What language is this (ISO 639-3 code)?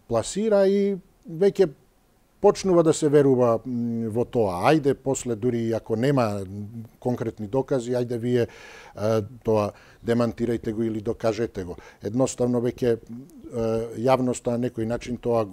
mkd